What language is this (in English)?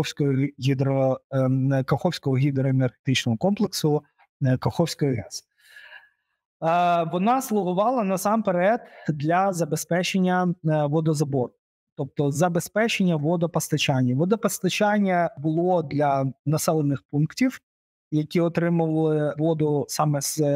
Ukrainian